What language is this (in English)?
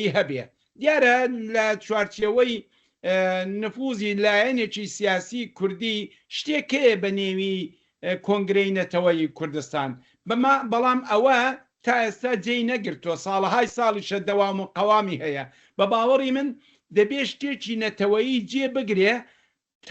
Central Kurdish